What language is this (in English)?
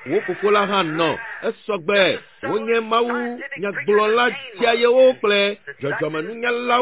Ewe